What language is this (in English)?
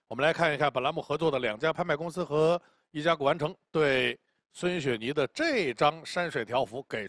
Chinese